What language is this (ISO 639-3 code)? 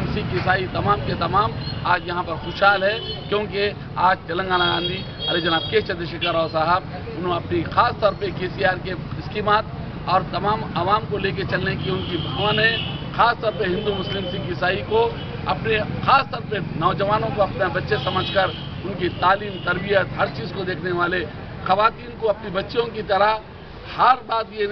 urd